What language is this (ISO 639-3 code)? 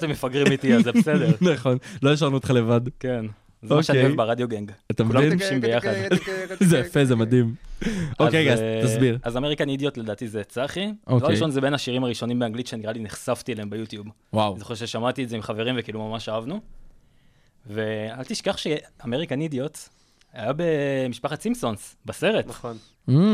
heb